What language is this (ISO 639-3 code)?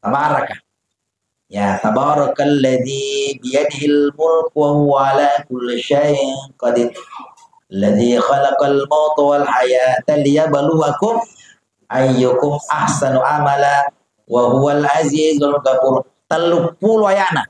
bug